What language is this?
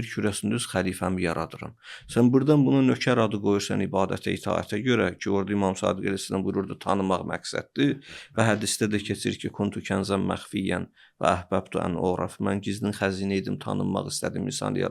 Azerbaijani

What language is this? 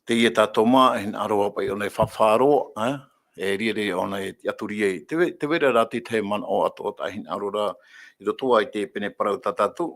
Tahitian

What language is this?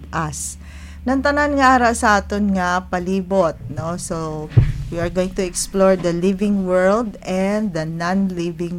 Hiligaynon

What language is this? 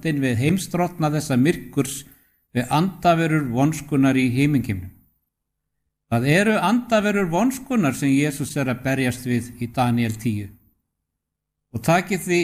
Icelandic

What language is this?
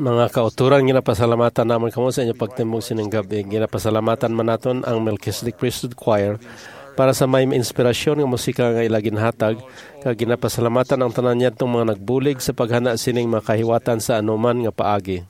Hiligaynon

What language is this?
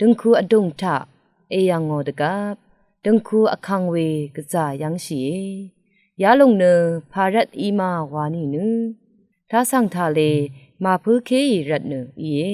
Rawang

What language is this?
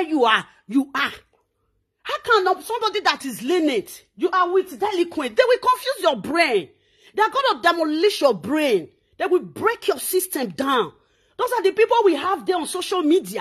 Nigerian Pidgin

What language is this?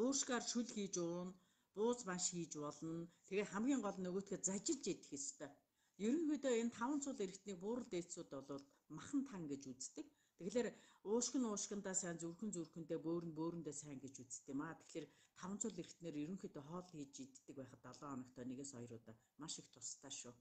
Mongolian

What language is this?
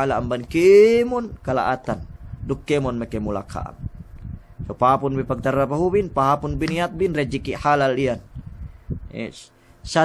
Yakan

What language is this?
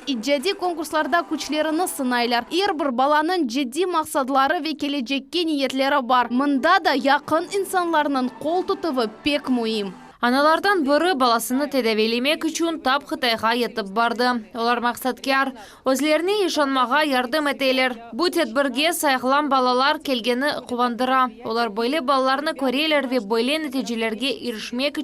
Crimean Tatar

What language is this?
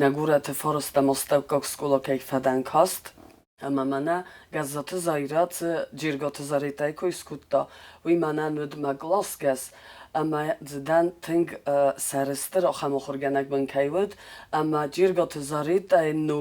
Ossetic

